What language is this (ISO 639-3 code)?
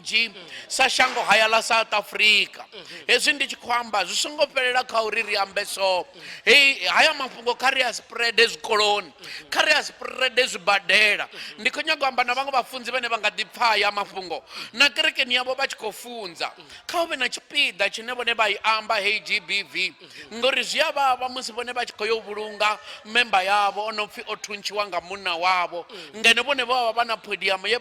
ven